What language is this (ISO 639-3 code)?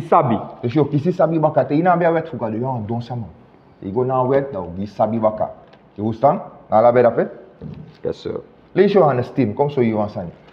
srn